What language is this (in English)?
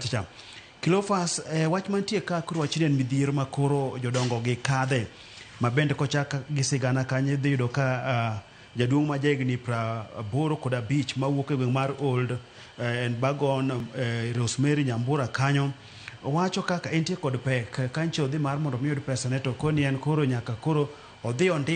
Luo (Kenya and Tanzania)